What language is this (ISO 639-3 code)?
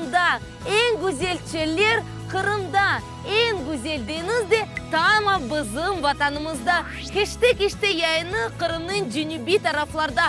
crh